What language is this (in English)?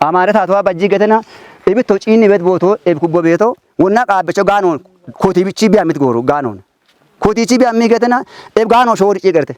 Kafa